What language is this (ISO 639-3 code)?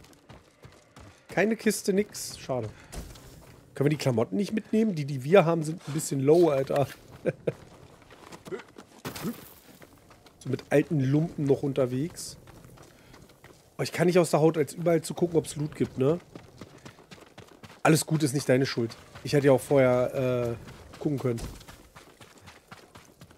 deu